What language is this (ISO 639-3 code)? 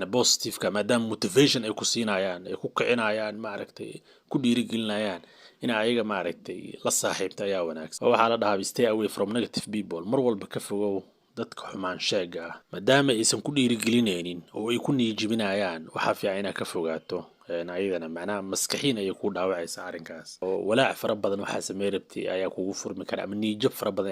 som